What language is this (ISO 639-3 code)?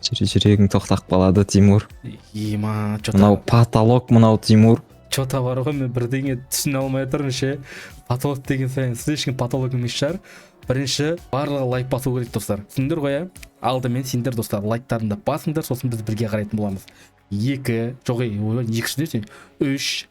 kaz